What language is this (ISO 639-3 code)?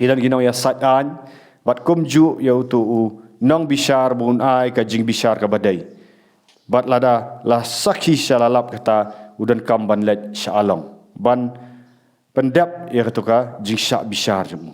kha